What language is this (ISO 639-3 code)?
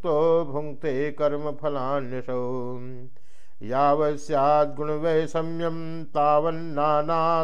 san